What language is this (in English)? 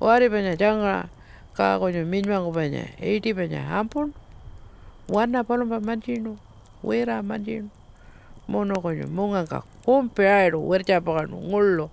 Pitjantjatjara